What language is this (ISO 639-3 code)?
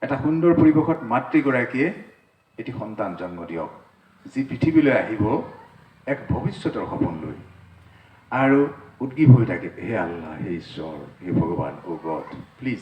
asm